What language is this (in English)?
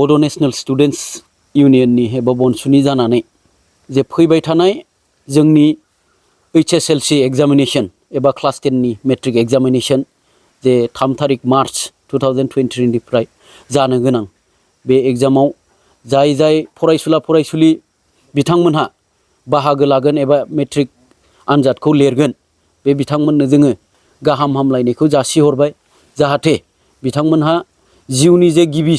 Bodo